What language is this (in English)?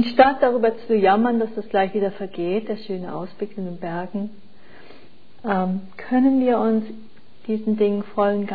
German